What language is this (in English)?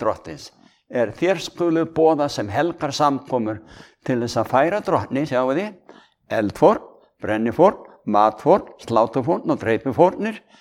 Icelandic